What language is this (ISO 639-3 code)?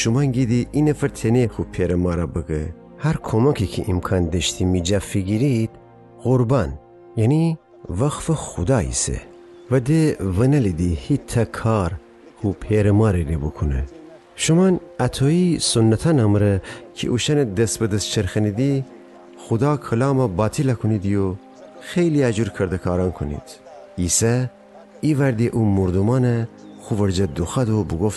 glk